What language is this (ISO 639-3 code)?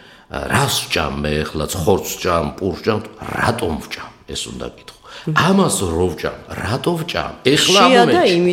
kat